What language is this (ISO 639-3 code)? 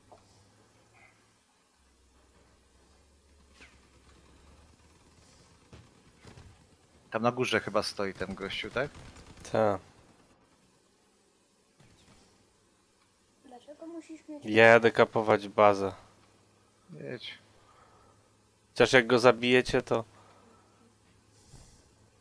pol